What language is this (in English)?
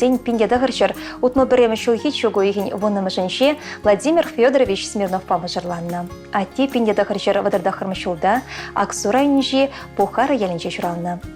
Chuvash